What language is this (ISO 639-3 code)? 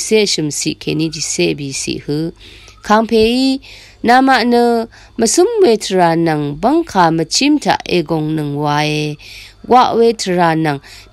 raw